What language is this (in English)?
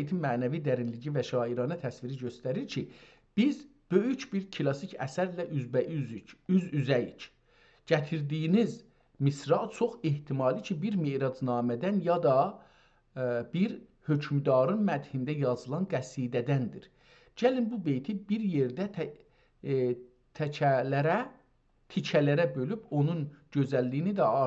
South Azerbaijani